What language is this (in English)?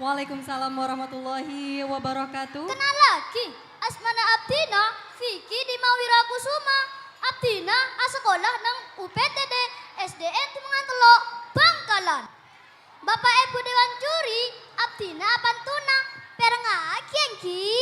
Madurese